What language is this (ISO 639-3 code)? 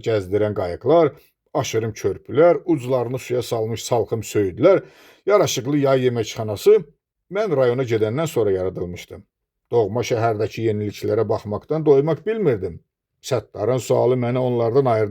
aze